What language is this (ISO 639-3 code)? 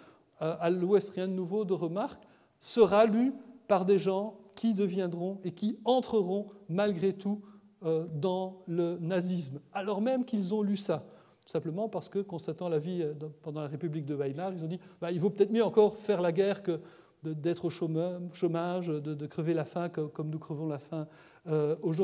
fra